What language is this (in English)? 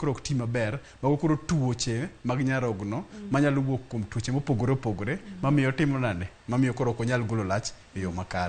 Luo (Kenya and Tanzania)